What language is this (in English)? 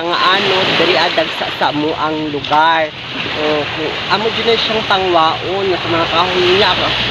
Cebuano